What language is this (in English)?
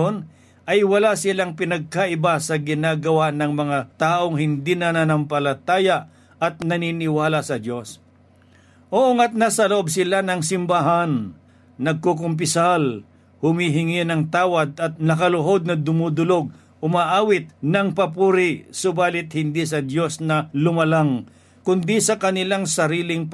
Filipino